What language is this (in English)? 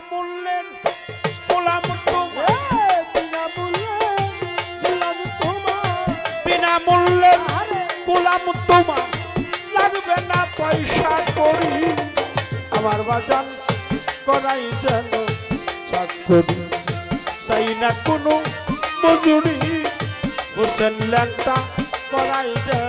Bangla